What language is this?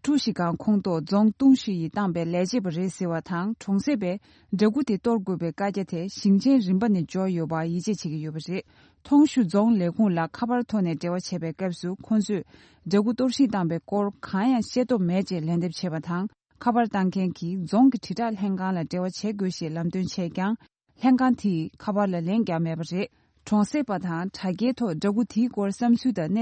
Tibetan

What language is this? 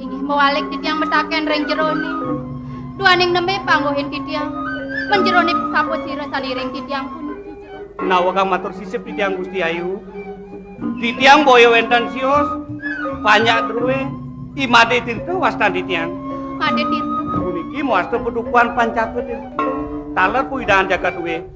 Balinese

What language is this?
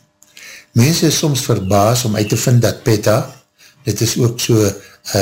Afrikaans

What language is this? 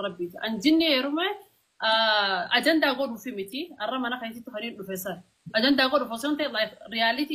Oromo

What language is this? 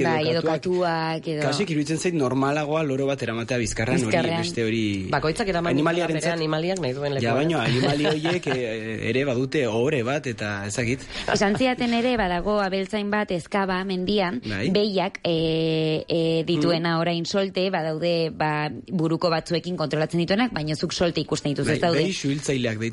Basque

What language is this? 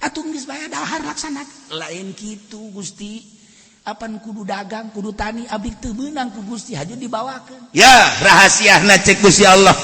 Sundanese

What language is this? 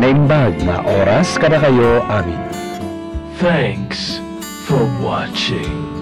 Iloko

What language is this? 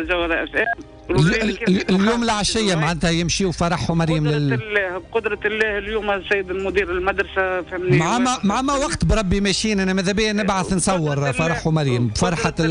Tunisian Arabic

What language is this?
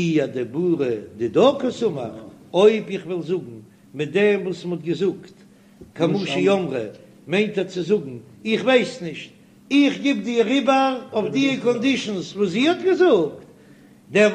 Yiddish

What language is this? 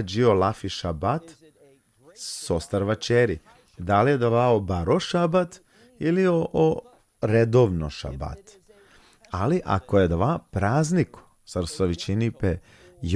Balkan Romani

